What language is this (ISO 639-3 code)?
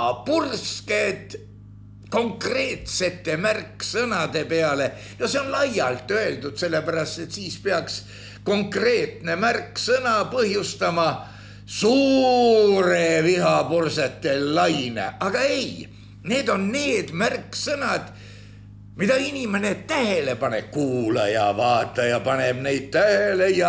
est